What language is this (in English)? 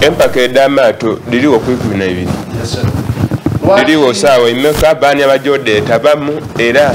Soga